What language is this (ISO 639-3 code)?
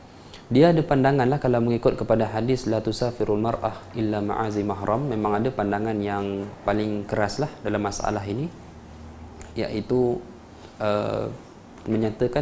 msa